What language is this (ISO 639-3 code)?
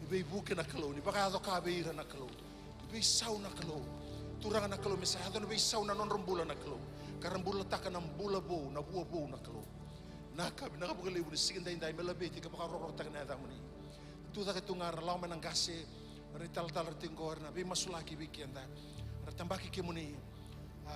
fij